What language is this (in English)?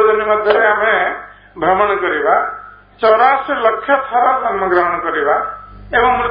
Odia